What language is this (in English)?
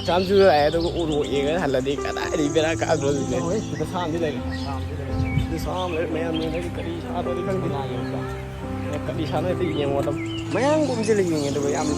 Manipuri